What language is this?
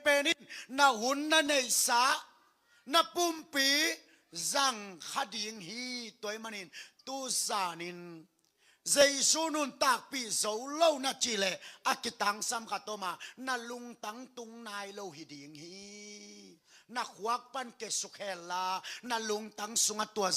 Tedim Chin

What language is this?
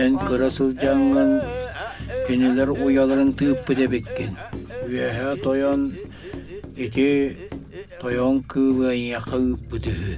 Yakut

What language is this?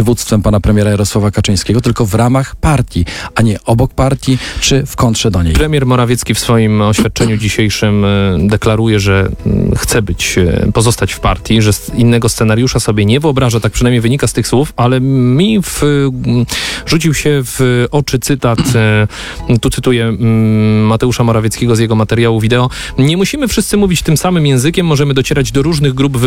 Polish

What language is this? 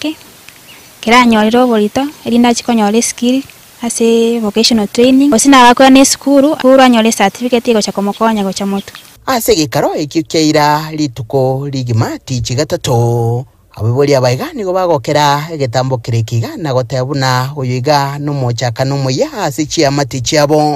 Gusii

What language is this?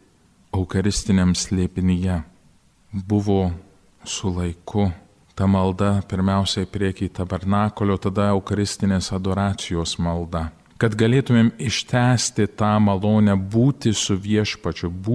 Lithuanian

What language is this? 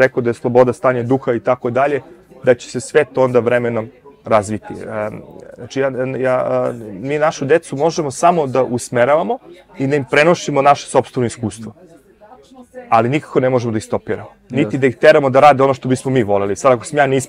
Serbian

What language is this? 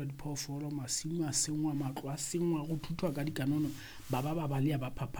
Southern Sotho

